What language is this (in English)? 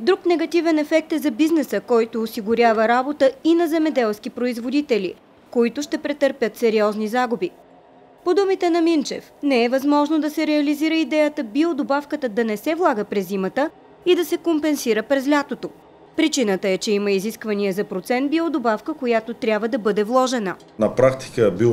Bulgarian